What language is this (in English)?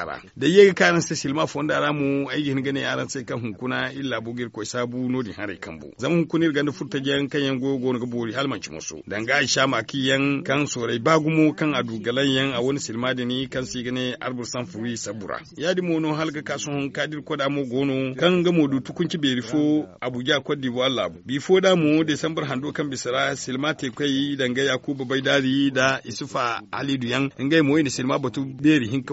Zarma